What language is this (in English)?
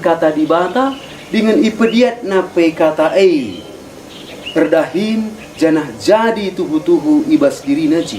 Batak Karo